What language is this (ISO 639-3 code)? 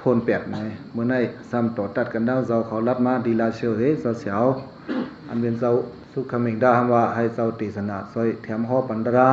shn